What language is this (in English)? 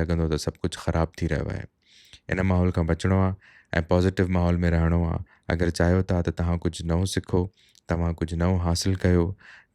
Sindhi